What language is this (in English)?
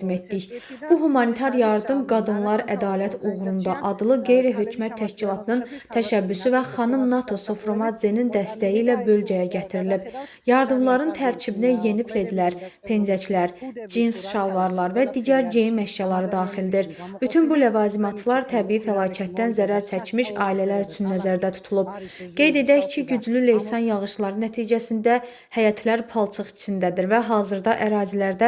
Azerbaijani